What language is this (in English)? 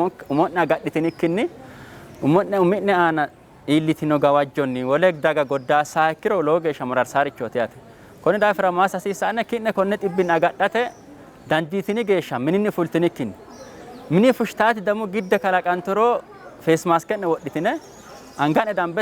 Sidamo